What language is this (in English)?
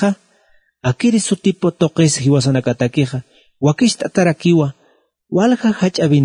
Aymara